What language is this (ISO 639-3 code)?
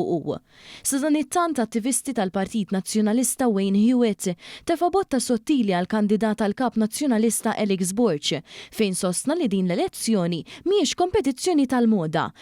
mlt